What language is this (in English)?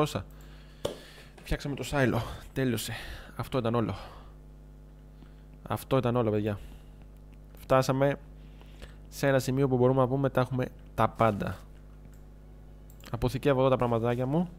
Greek